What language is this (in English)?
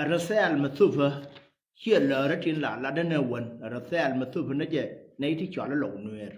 Nuer